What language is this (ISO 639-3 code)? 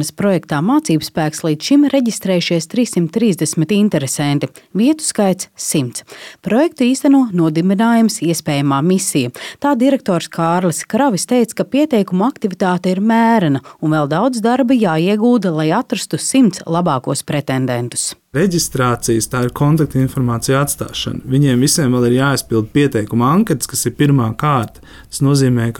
lav